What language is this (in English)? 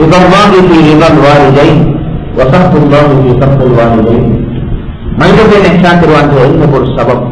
Divehi